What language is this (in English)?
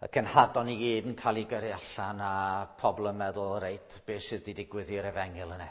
Welsh